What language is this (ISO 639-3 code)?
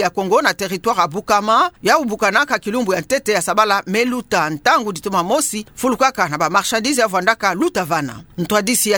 ktu